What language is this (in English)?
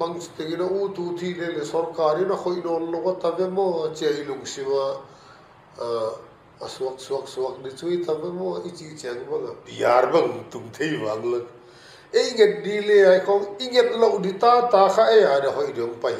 Paite Chin